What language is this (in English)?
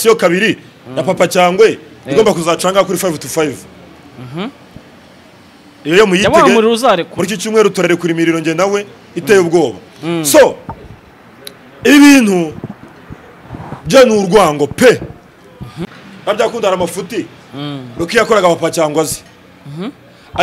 Kinyarwanda